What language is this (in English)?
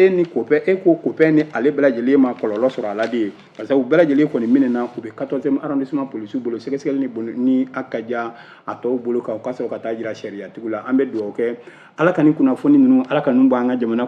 Bambara